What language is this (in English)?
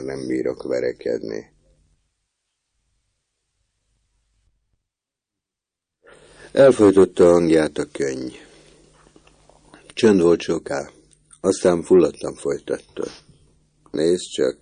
Hungarian